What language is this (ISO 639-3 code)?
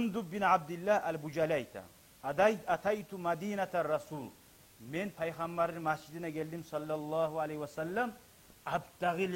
kum